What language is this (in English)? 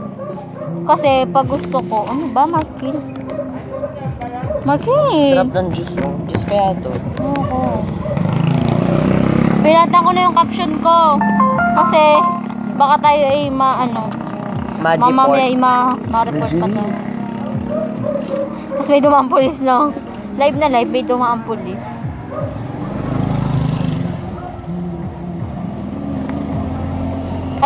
Filipino